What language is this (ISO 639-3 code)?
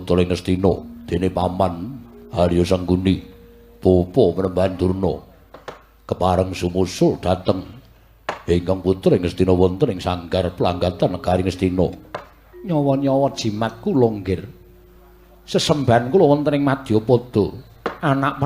jav